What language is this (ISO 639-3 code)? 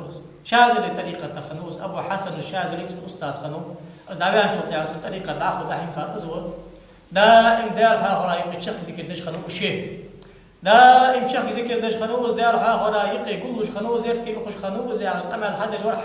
inh